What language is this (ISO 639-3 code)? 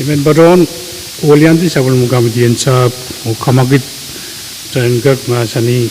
pon